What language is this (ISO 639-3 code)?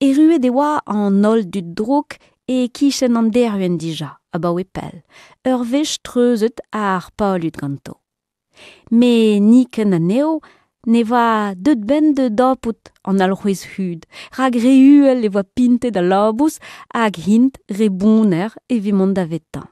bre